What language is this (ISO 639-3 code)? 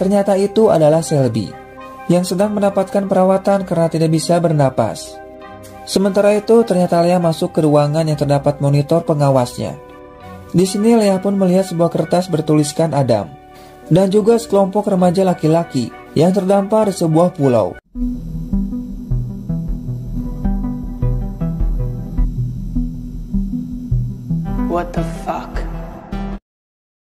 ind